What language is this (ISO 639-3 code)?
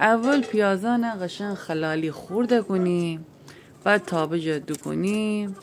glk